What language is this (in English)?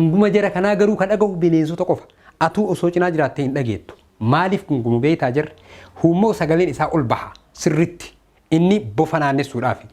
Oromo